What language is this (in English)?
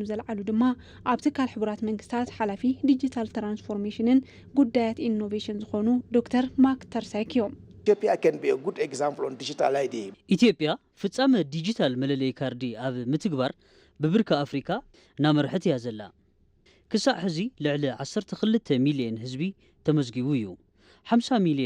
Tigrinya